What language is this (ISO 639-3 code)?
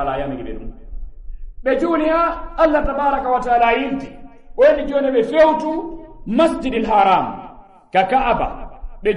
ful